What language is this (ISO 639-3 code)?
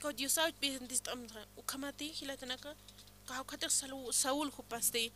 aym